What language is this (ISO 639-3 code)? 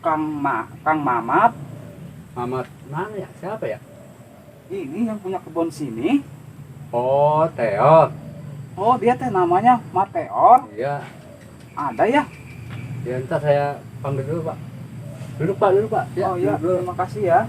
bew